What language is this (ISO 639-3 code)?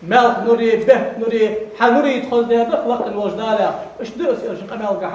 inh